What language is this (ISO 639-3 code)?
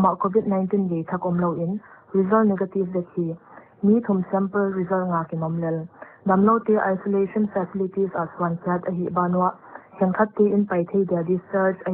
pck